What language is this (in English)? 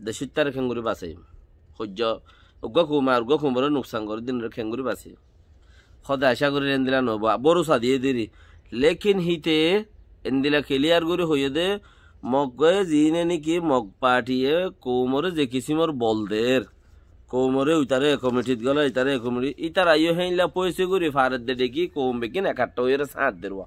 Rohingya